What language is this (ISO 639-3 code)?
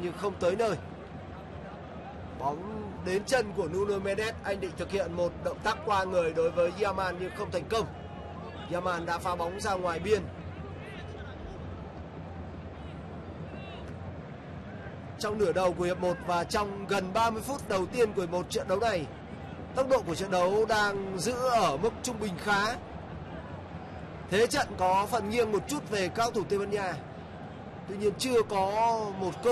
vie